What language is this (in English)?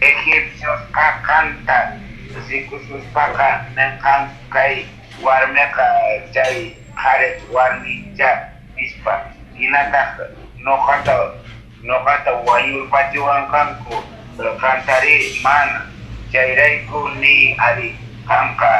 Quechua